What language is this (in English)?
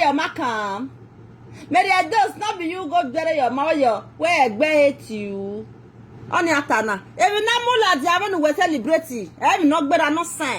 Nigerian Pidgin